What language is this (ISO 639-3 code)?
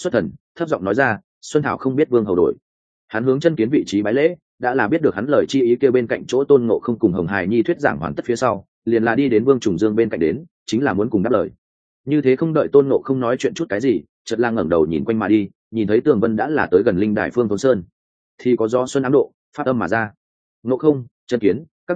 vie